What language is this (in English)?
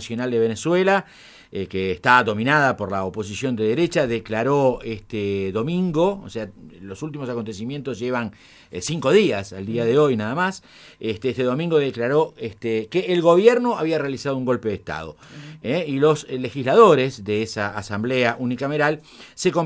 Spanish